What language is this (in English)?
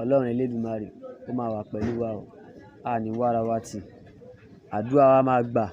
Yoruba